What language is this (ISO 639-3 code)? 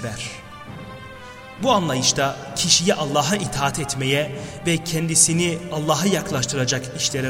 tur